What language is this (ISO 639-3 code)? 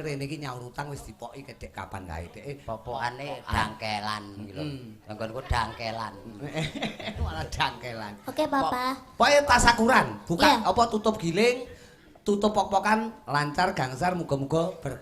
jav